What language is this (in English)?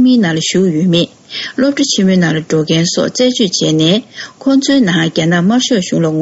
Tibetan